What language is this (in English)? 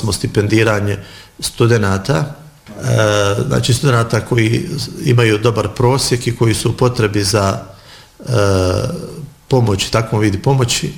Bosnian